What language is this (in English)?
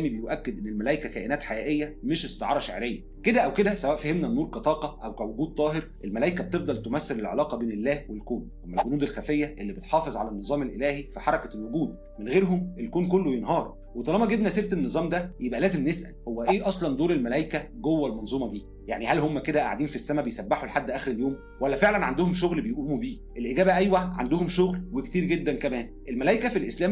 Egyptian Arabic